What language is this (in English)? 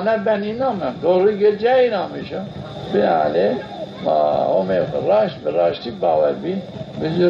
Zaza